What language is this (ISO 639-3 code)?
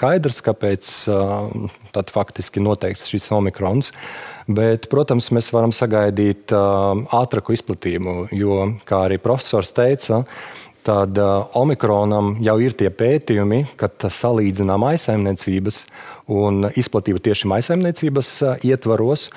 lav